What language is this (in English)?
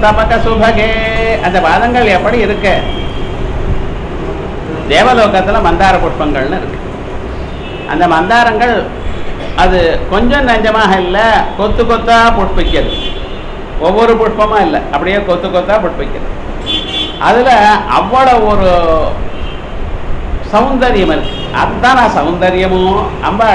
Tamil